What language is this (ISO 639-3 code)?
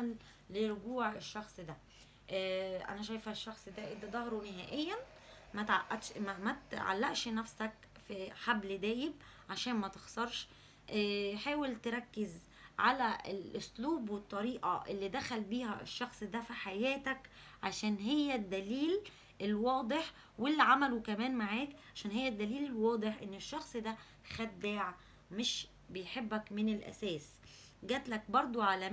arz